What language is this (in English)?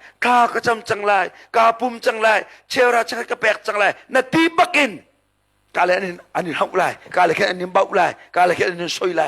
Hakha Chin